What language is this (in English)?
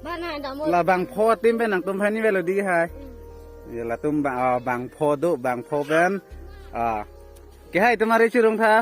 Karbi